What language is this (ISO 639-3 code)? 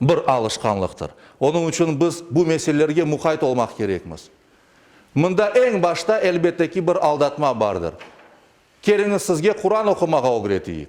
crh